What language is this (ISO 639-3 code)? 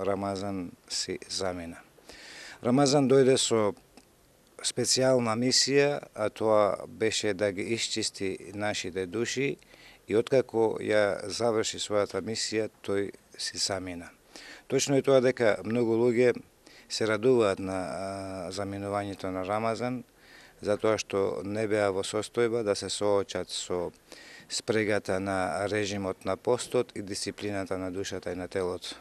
mkd